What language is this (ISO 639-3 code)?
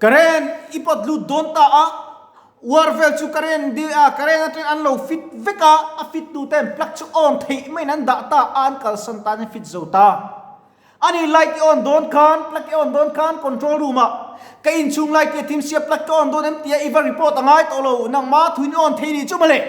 lus